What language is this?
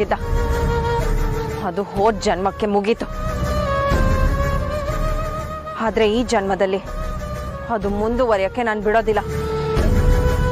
Kannada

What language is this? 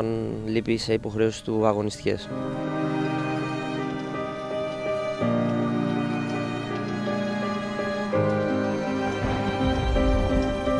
Greek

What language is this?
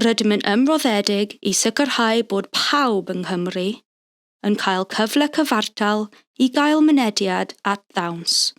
Welsh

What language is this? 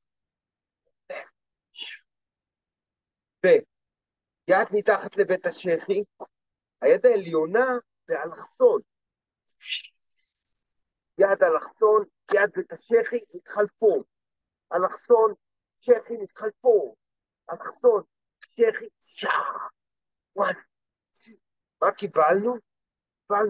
Hebrew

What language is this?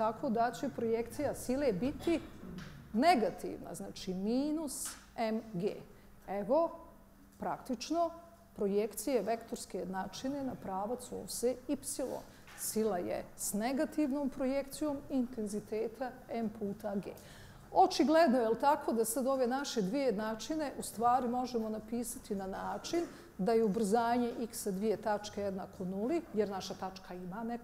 Bosnian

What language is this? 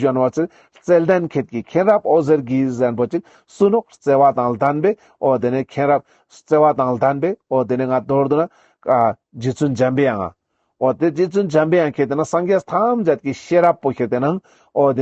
Ladakhi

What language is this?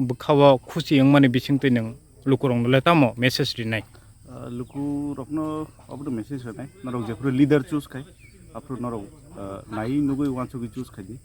Kok Borok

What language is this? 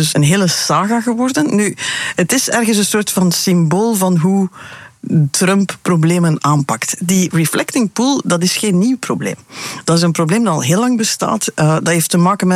Dutch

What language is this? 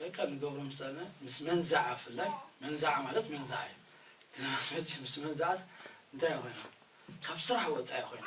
Tigrinya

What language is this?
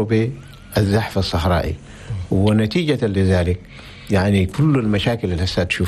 Chadian Arabic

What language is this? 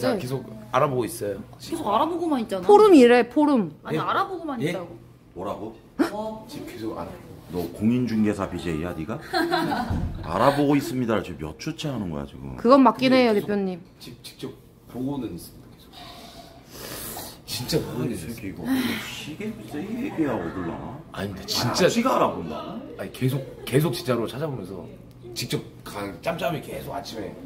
Korean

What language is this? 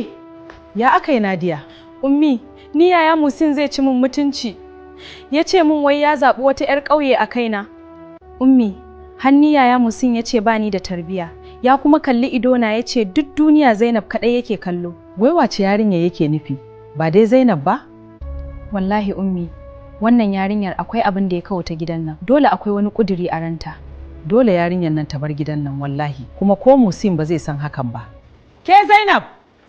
Hausa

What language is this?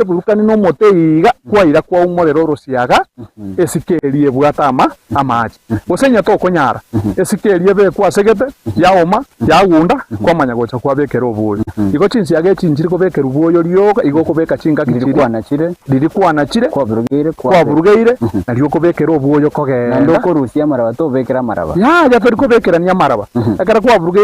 Gusii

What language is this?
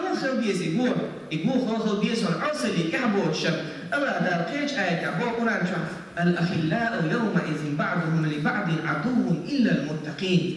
Chechen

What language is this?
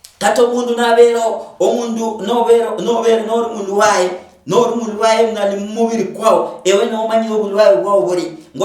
Luyia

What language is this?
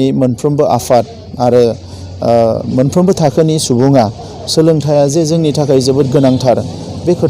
Bodo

